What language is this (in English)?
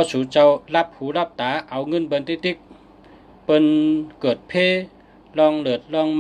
Shan